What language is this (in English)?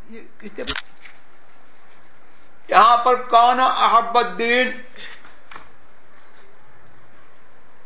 Urdu